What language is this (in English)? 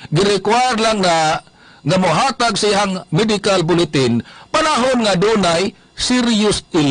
Cebuano